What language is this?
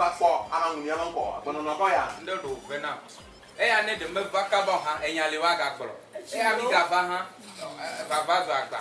Ewe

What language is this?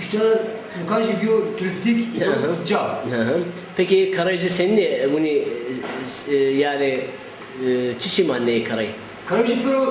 Zaza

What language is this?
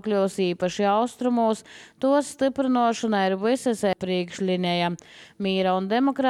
Latvian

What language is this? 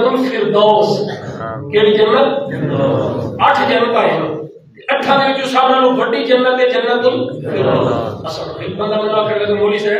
Saraiki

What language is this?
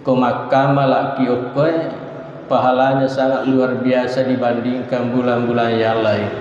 Buginese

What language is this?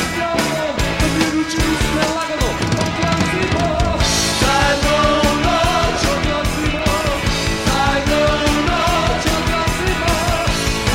Croatian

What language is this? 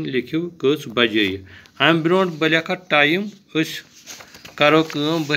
Kashmiri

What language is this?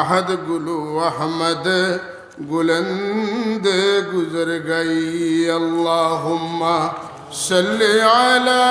Sylheti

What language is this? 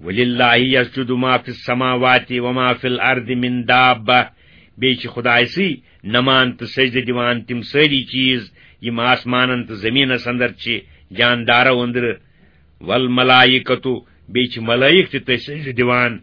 Kashmiri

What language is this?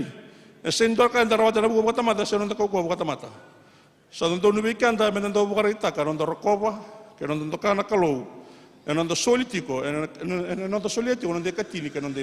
Fijian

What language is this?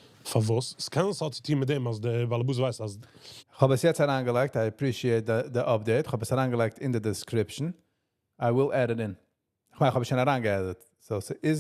Yiddish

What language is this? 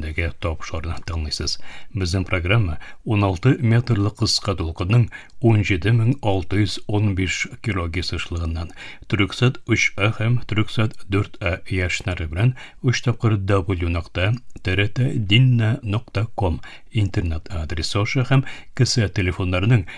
Tatar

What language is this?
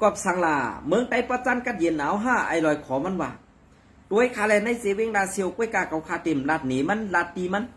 Shan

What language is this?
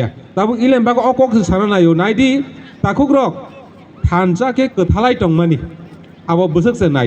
Kok Borok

